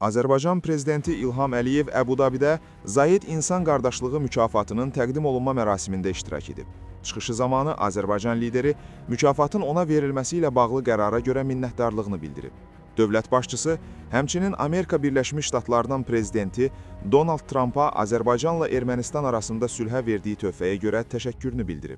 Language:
Azerbaijani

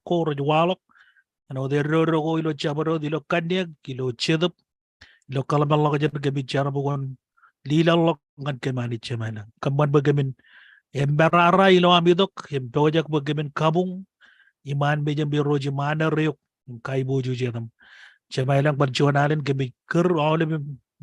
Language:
Marshallese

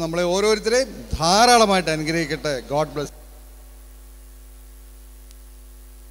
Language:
Malayalam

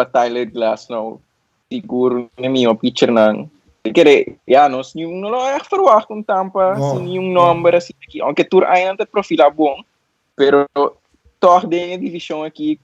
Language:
Papiamento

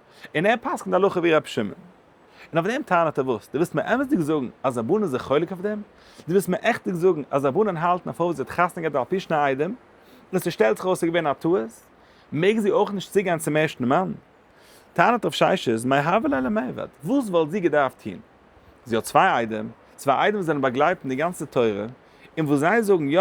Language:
Yiddish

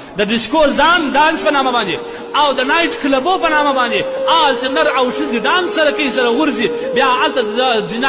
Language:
Pashto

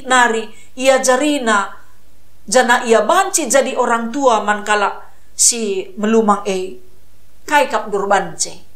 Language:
Batak Karo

